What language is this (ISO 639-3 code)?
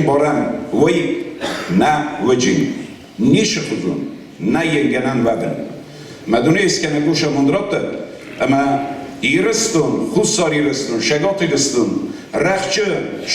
oss